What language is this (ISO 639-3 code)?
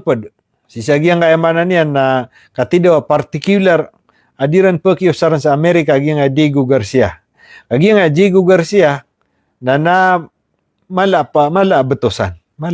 mrw